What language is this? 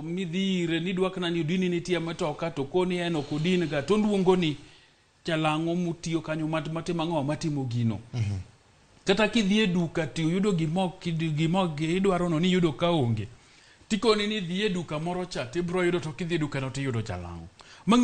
Luo (Kenya and Tanzania)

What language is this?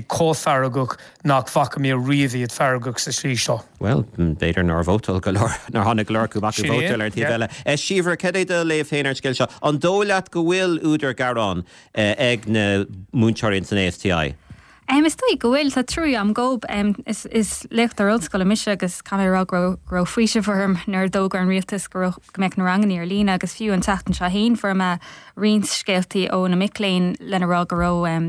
Irish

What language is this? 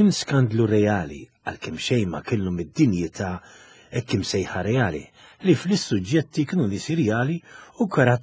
Maltese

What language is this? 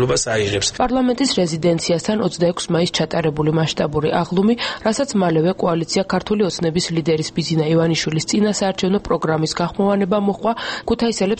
Georgian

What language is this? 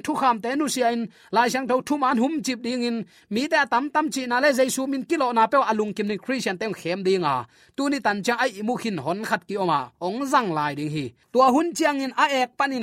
Tedim Chin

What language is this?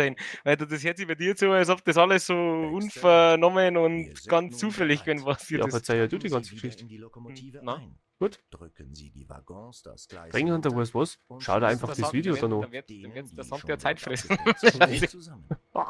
Bavarian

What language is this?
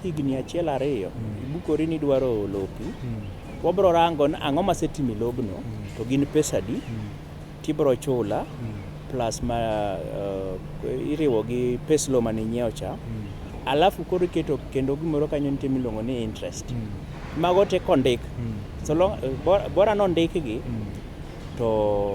Luo (Kenya and Tanzania)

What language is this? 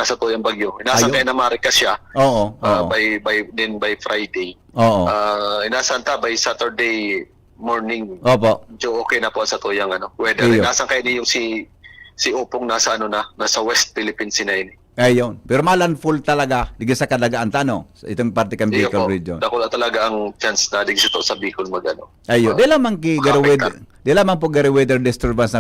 Bikol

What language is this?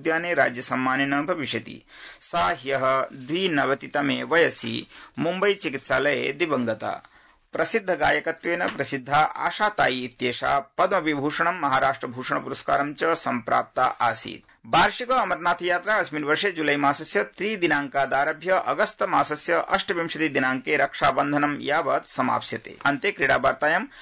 Sanskrit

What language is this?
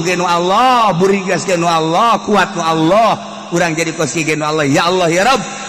Sundanese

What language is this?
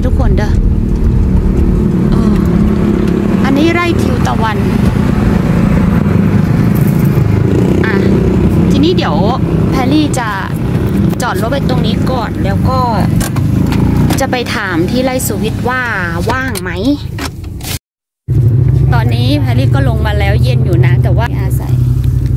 Thai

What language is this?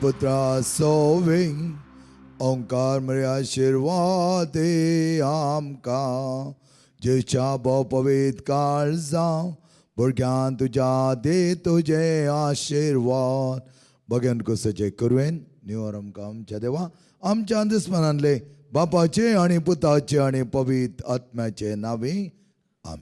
Konkani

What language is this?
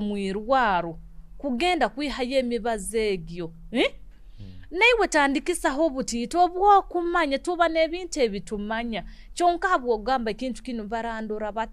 Nyoro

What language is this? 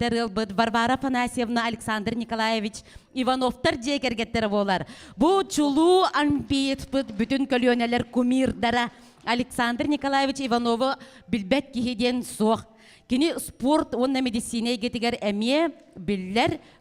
Yakut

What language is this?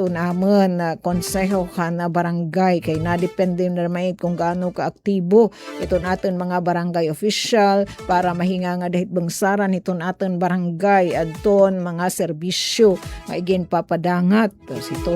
Waray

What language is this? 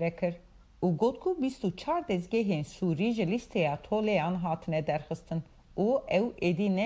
Kurdish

